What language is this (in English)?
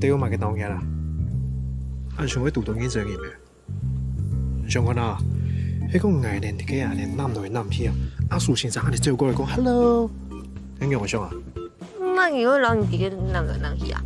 Hakka Chinese